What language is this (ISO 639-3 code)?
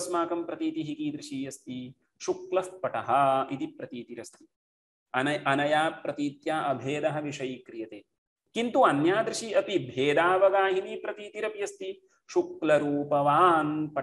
san